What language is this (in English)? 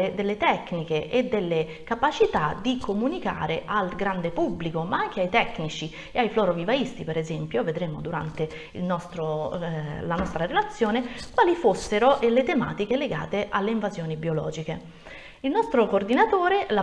Italian